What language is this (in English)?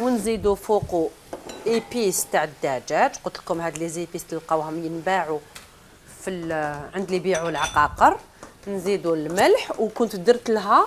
Algerian Arabic